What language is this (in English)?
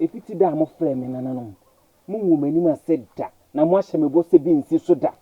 Akan